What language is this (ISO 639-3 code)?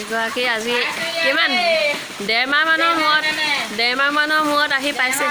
asm